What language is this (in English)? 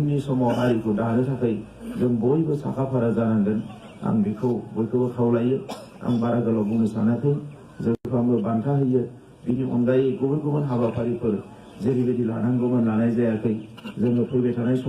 Bodo